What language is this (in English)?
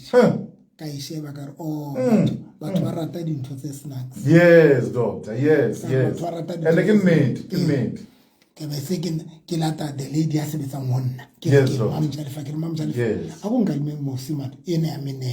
Southern Sotho